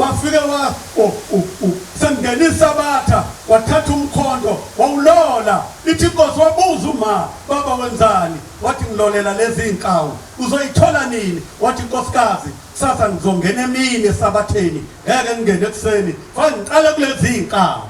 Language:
Zulu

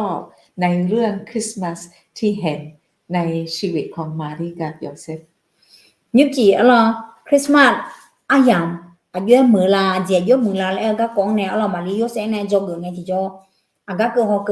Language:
Akha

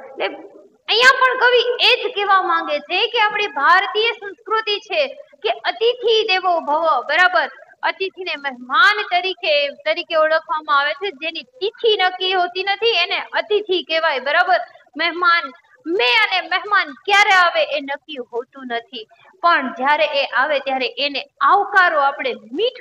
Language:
Gujarati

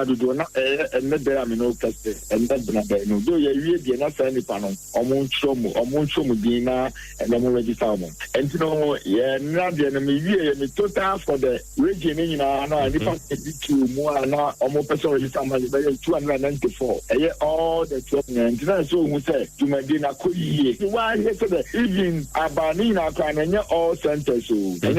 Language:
Akan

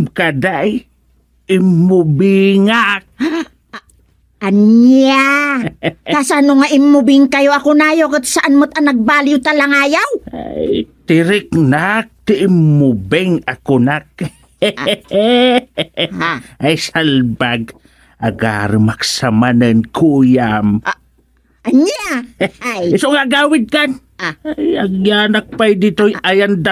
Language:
Iloko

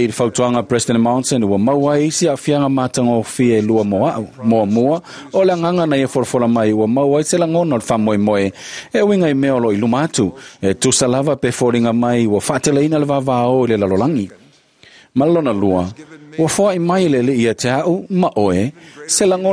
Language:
Samoan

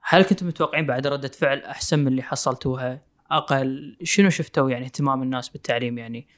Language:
Gulf Arabic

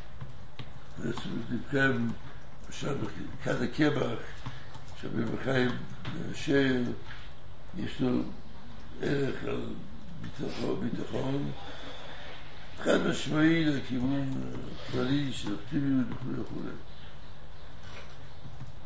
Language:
Hebrew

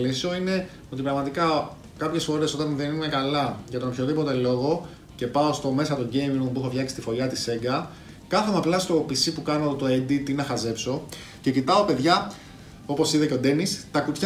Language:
Greek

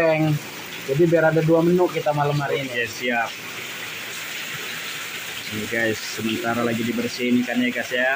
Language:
Indonesian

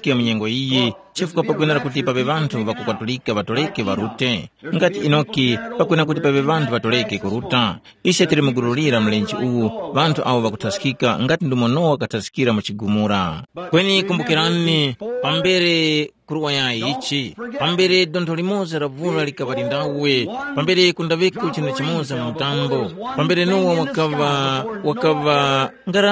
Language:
Tumbuka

